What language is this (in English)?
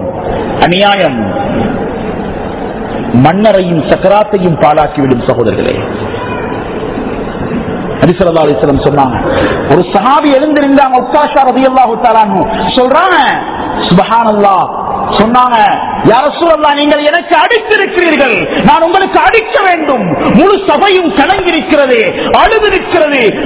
Tamil